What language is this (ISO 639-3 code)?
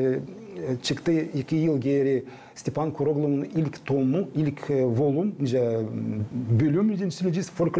gag